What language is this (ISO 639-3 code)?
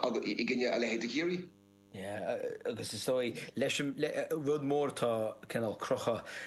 gle